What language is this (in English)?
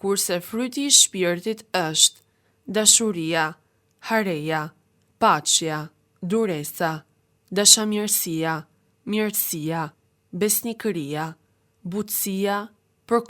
Albanian